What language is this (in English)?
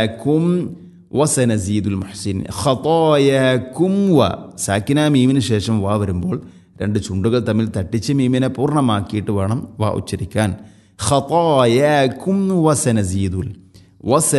Malayalam